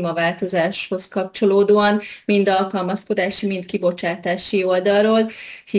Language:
Hungarian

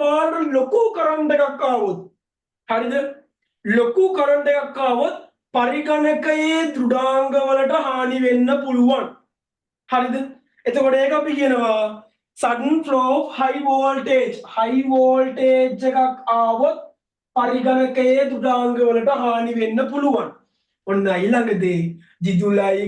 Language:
Sinhala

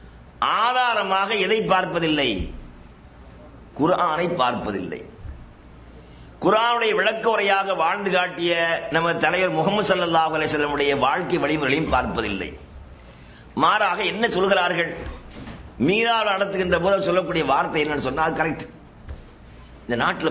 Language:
Tamil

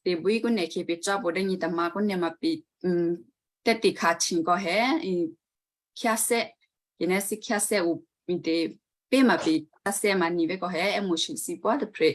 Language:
Western Kayah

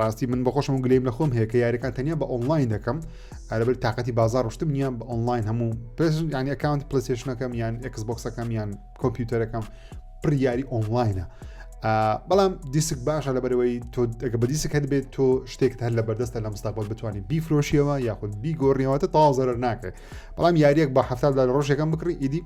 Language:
Central Kurdish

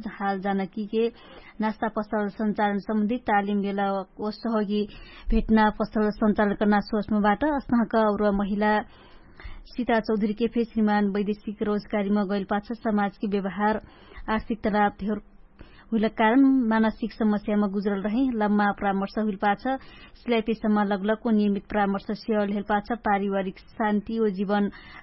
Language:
Dangaura Tharu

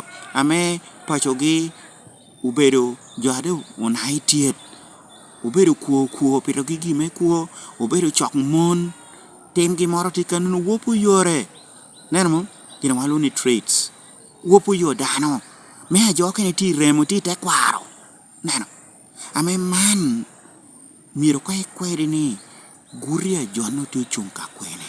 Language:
Lango (Uganda)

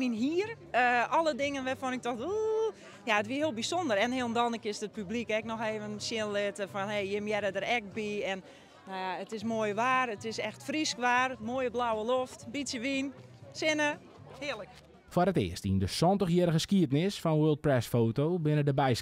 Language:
Western Frisian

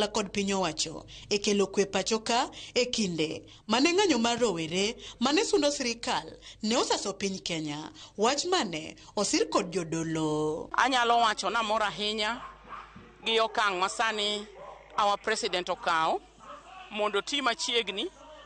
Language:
Luo (Kenya and Tanzania)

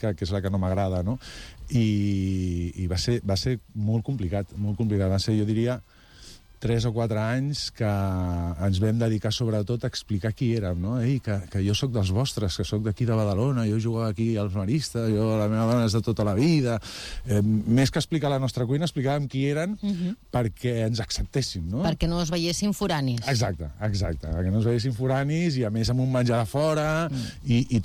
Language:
Catalan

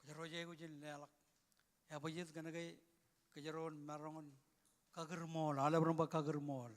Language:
Marshallese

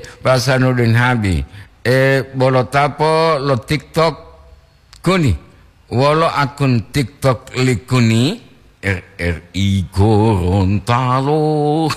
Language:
Gorontalo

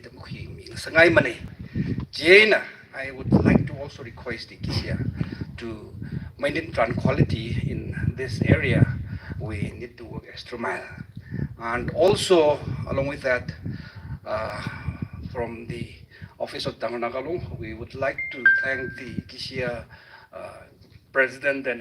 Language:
Tangkhul Naga (India)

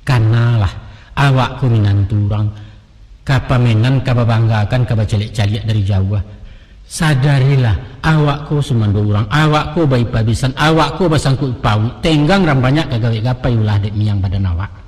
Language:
Minangkabau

